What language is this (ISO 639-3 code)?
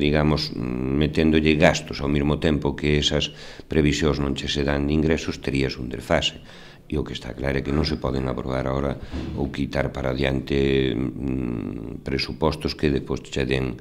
glg